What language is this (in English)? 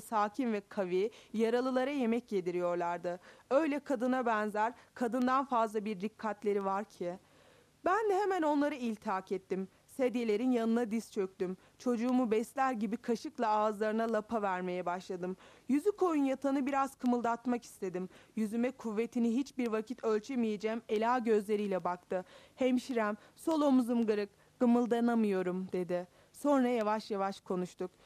Turkish